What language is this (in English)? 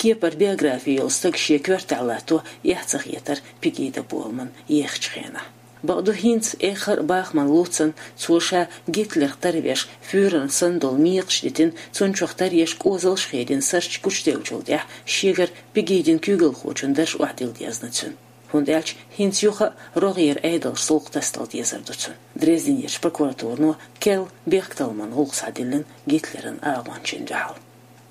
Chechen